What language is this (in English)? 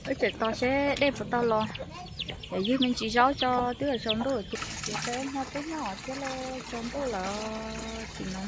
Hmong